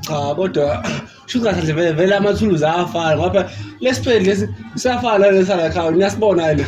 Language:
Zulu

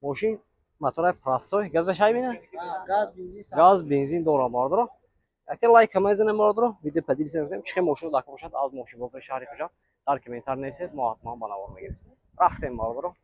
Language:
Tajik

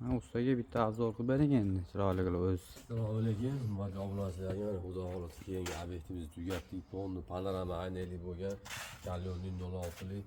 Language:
Uzbek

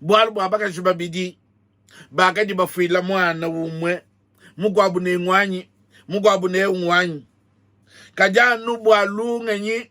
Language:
Luba-Lulua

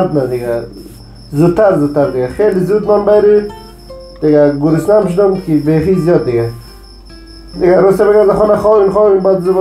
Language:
Persian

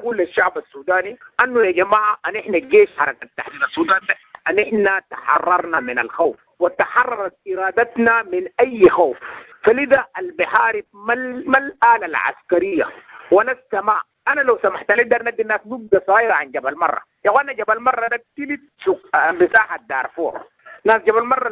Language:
Sudanese Arabic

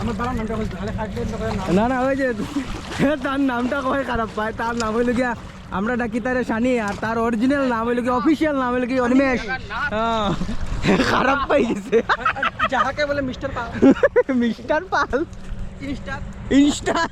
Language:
Sylheti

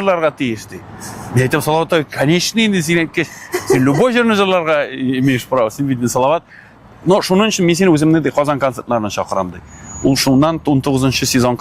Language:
Tatar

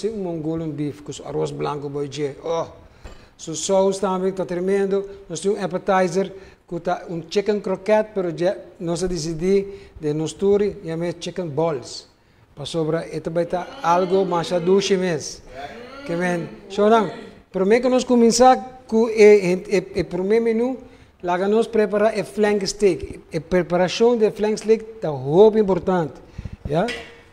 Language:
Papiamento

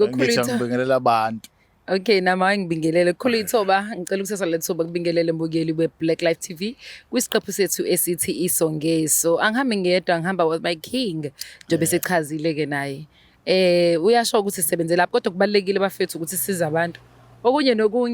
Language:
Zulu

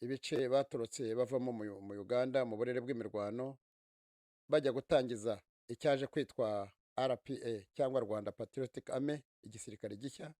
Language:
Kinyarwanda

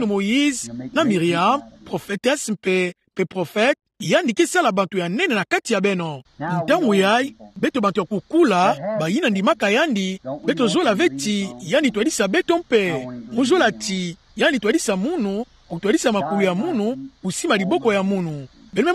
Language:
Kituba (Democratic Republic of Congo)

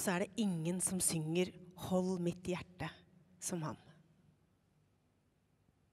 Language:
Norwegian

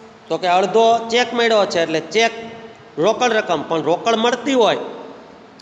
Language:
Gujarati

